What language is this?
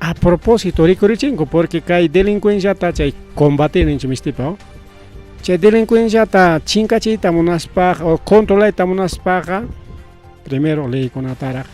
Ayacucho Quechua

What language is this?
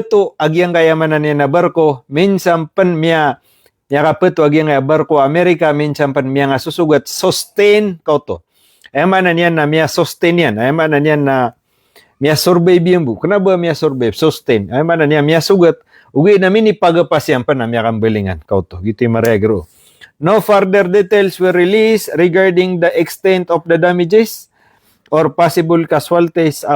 Maranao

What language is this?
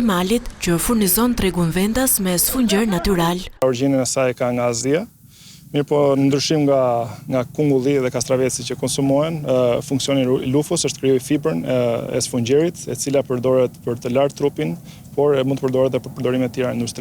Albanian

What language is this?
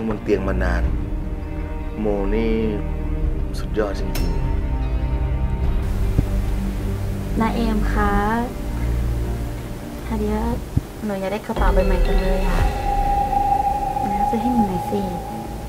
Thai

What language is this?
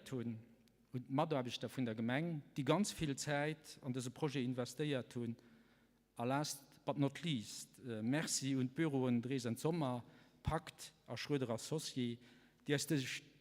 Luxembourgish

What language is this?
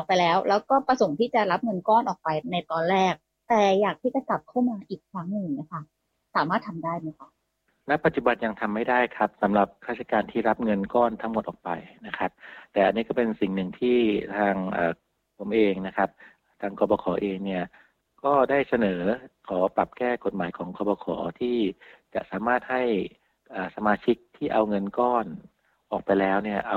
Thai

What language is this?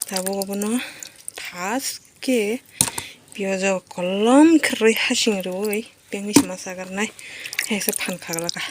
Kok Borok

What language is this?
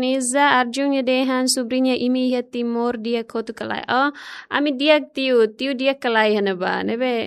Tetum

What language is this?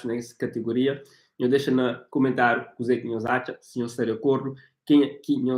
Kabuverdianu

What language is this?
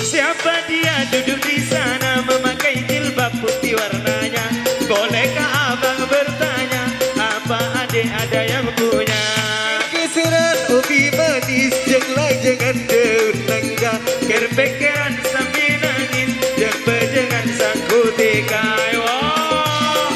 Madurese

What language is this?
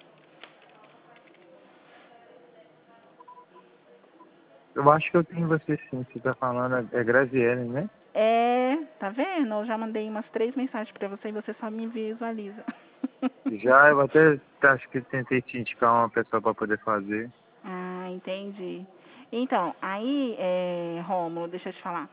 Portuguese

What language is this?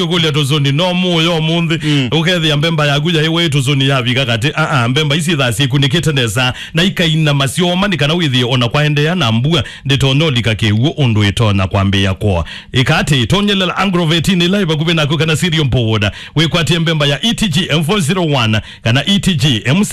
Kamba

